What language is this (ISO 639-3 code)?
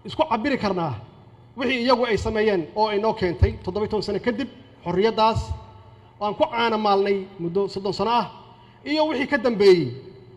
som